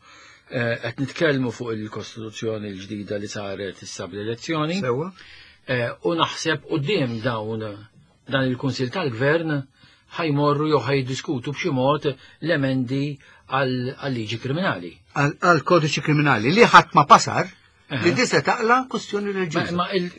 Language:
Maltese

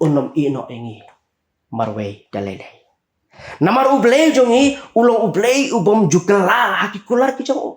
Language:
Khasi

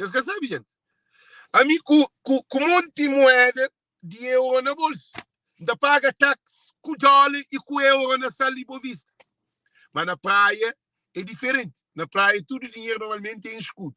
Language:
Kabuverdianu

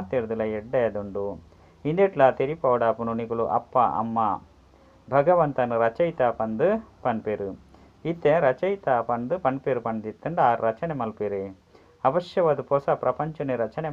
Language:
Tulu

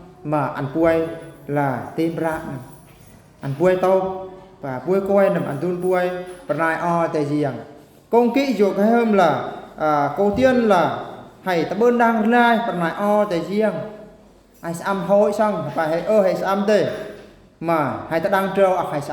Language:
Eastern Bru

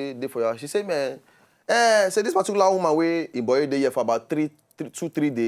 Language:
Nigerian Pidgin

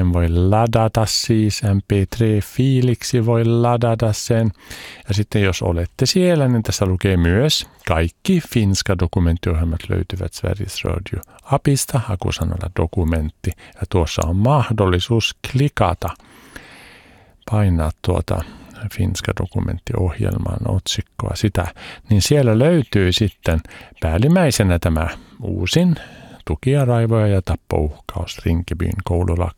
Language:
Finnish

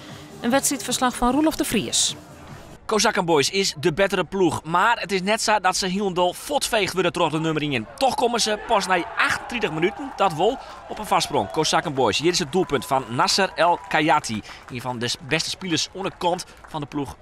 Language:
Western Frisian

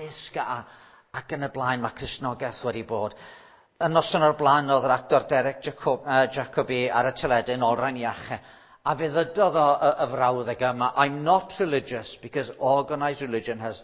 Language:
Welsh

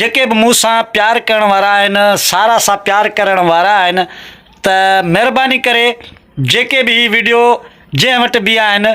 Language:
Sindhi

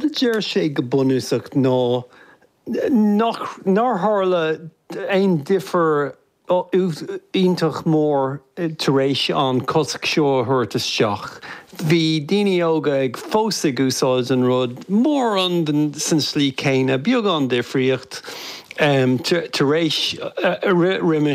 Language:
Irish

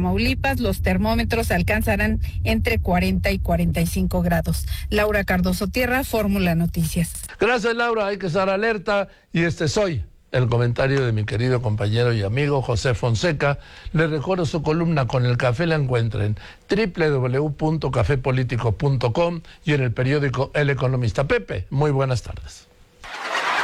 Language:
Spanish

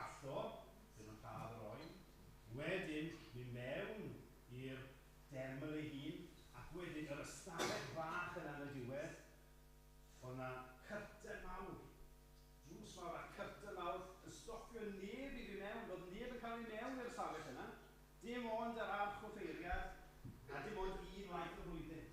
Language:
Welsh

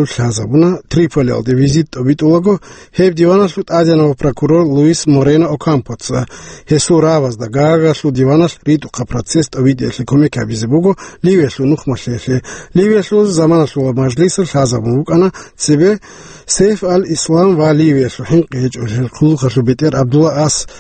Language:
Avaric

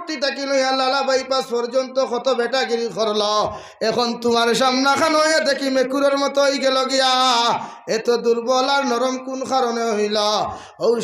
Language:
Sylheti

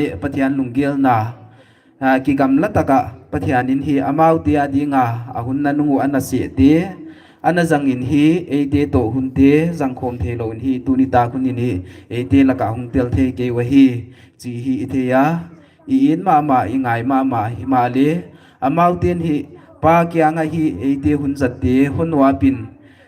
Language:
Paite Chin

